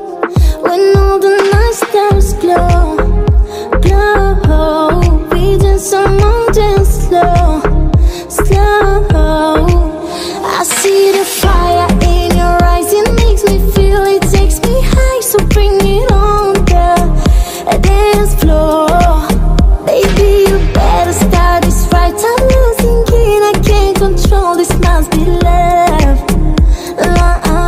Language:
English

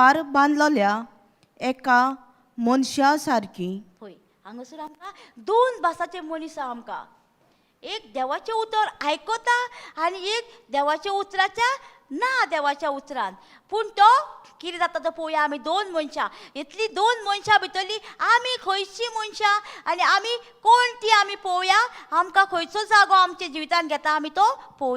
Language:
Konkani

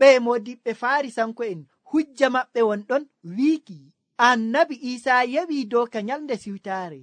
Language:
Nigerian Fulfulde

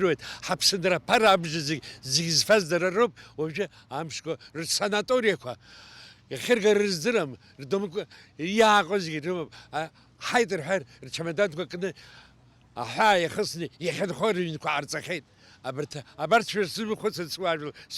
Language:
Abkhazian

